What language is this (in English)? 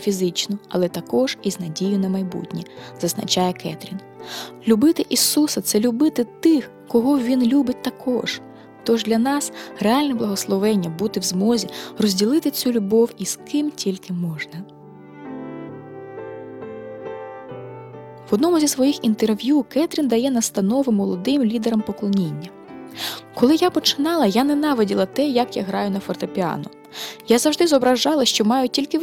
Ukrainian